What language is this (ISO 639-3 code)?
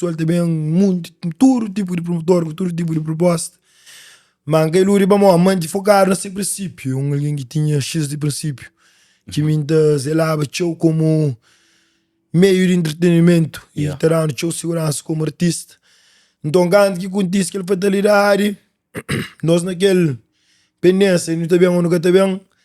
kea